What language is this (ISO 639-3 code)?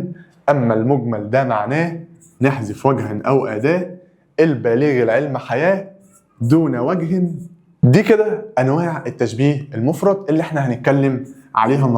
arz